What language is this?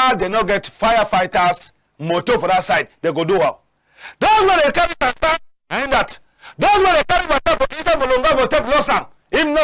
Cameroon Pidgin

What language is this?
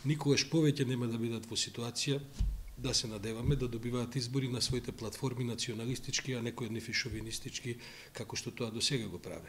Macedonian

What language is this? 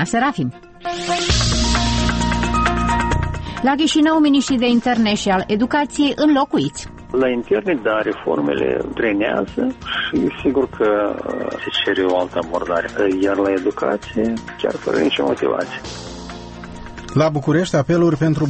Romanian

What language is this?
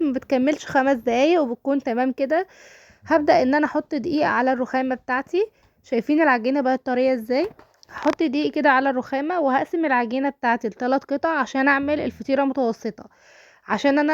Egyptian Arabic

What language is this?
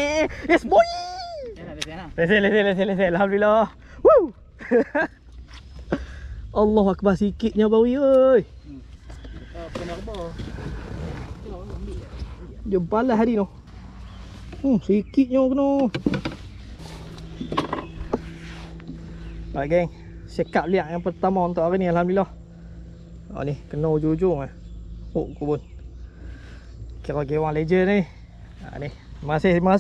Malay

